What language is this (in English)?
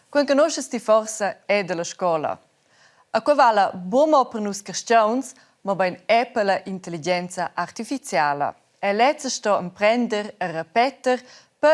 Romansh